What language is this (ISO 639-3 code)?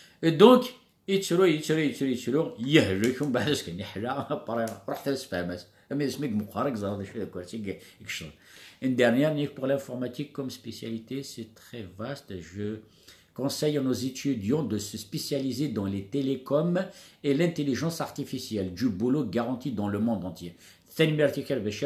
kab